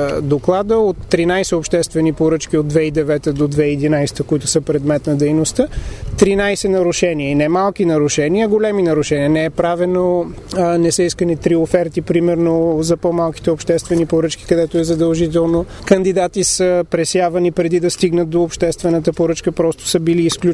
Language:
Bulgarian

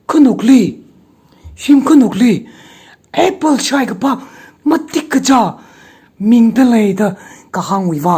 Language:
Tangkhul Naga (India)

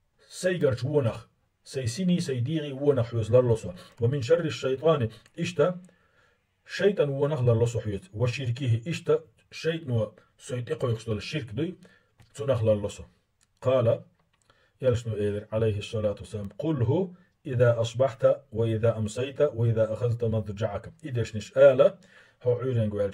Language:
Chechen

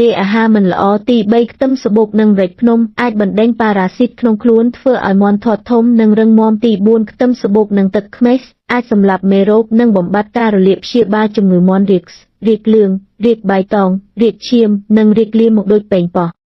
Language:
Khmer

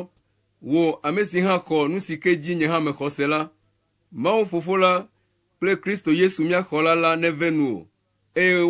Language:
Ewe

